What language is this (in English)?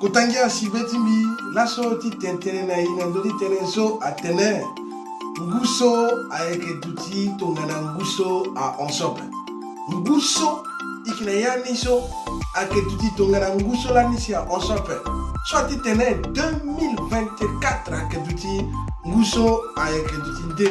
Sango